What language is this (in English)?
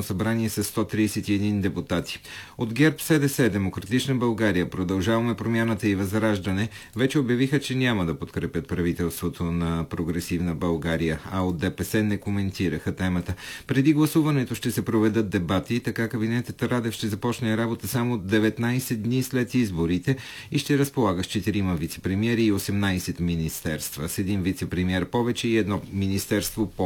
Bulgarian